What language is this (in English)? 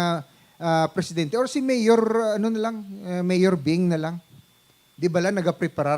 Hiligaynon